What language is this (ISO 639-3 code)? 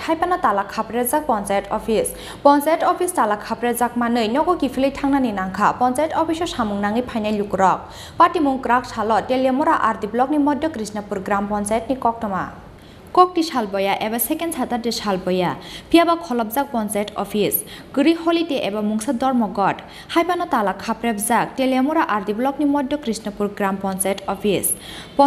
trp